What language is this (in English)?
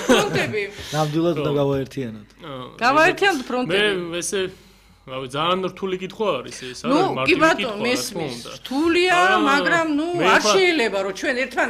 Georgian